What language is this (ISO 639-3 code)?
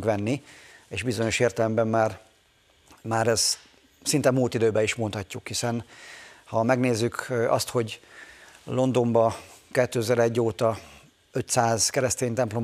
hun